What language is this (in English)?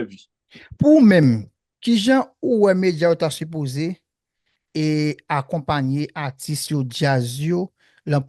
Haitian Creole